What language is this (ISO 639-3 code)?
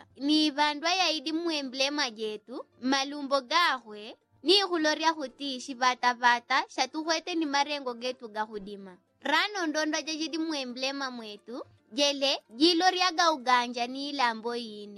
yao